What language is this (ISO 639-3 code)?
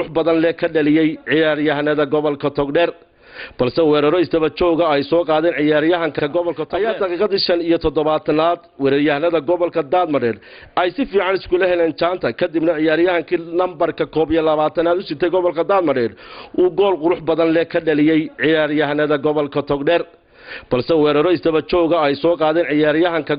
som